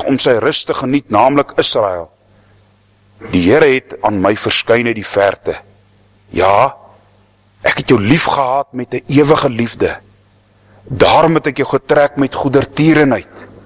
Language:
Afrikaans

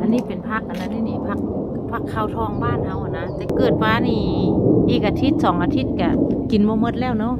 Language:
Lao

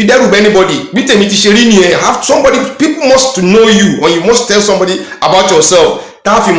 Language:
Yoruba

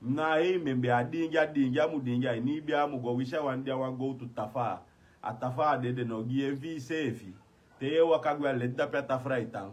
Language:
Sranan Tongo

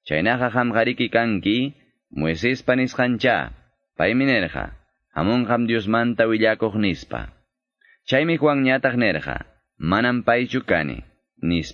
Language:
Quechua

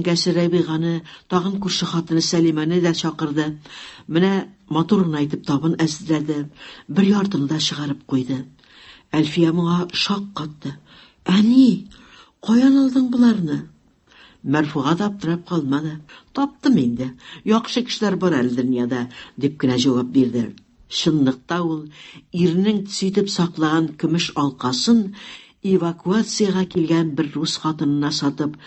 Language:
Tatar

